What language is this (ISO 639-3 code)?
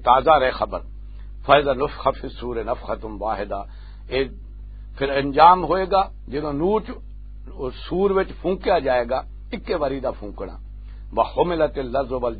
lah